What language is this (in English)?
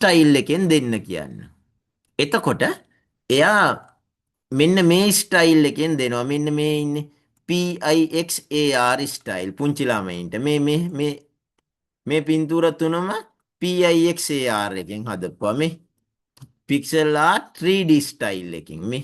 Sinhala